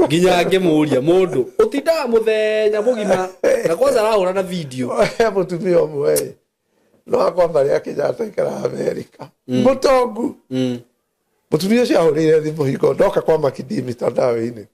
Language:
Kikuyu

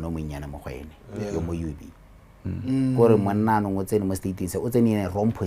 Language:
Tswana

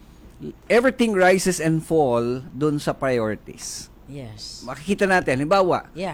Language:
Filipino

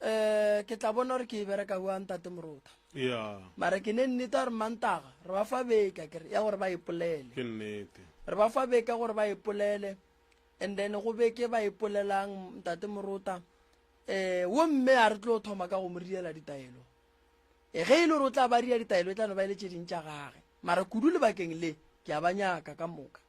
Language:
Northern Sotho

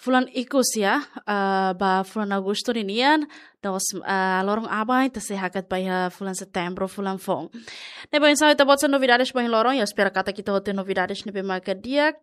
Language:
Tetum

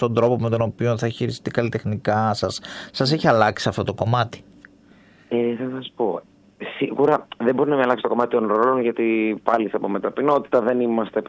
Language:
Greek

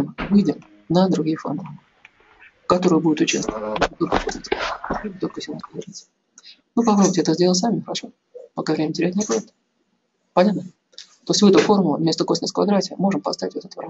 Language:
Russian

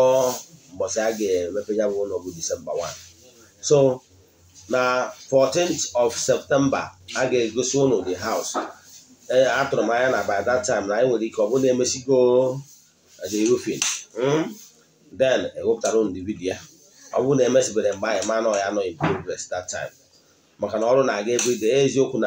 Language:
Igbo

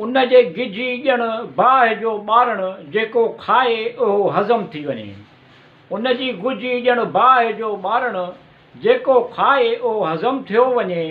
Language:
Sindhi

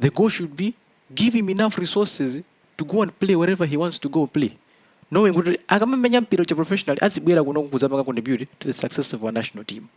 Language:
Nyanja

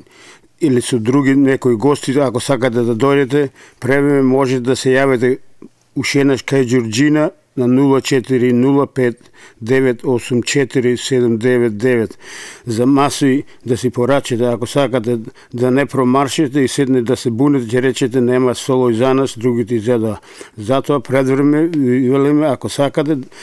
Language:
Macedonian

